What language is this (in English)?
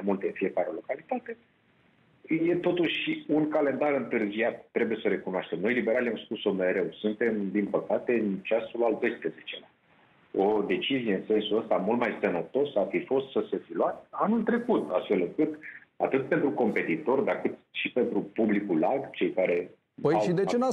Romanian